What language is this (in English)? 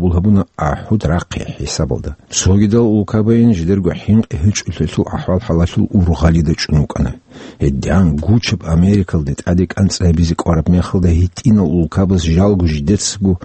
Avaric